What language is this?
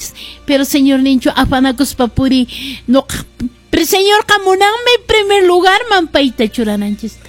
Quechua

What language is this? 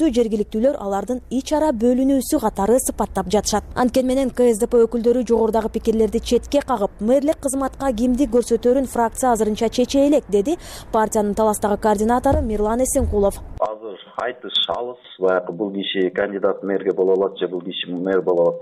Kyrgyz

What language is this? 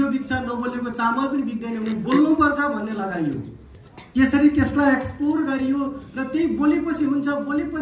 Nepali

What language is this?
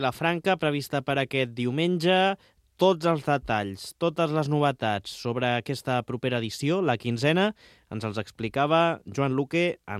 Catalan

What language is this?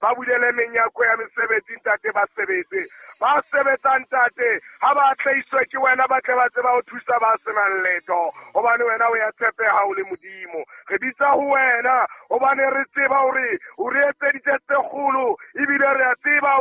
Southern Sotho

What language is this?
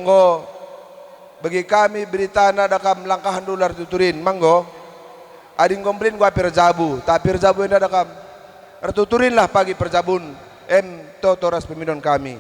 Batak Karo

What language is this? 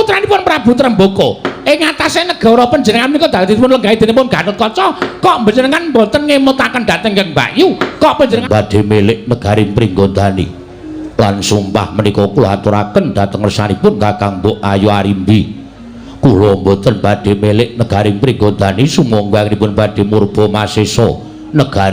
Javanese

